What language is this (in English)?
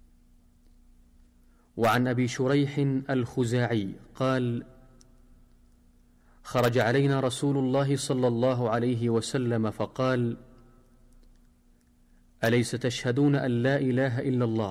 Arabic